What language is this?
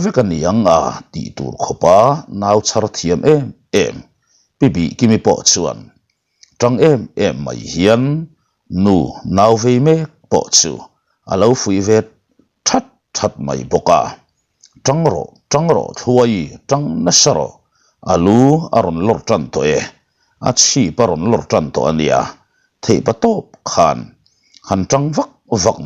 Mizo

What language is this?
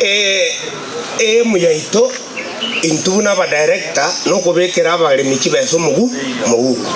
Gusii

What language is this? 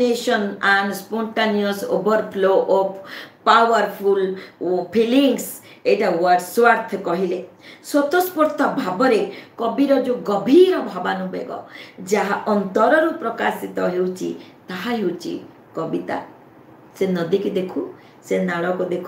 Odia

